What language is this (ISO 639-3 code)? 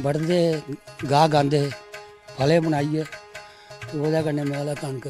doi